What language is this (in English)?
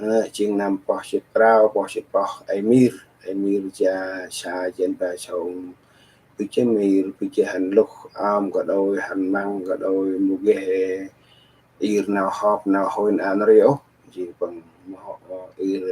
Central Mnong